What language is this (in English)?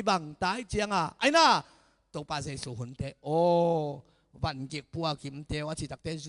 Tedim Chin